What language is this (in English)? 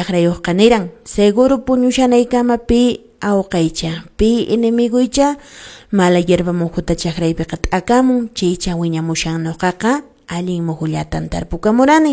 Quechua